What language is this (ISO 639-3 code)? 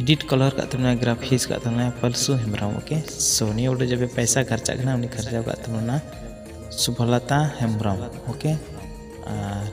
sat